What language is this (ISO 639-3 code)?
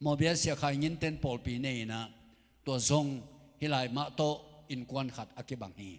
ctd